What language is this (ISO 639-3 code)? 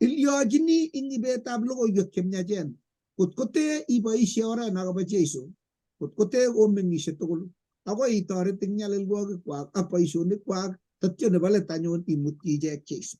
kln